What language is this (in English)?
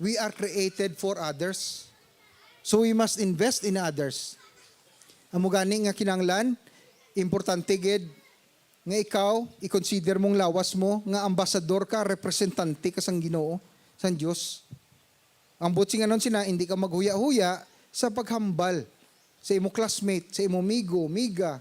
Hiligaynon